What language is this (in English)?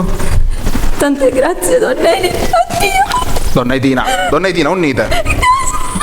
Sicilian